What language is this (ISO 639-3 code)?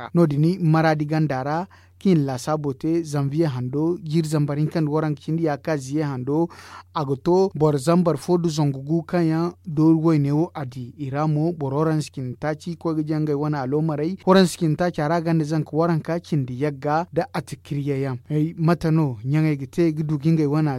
dje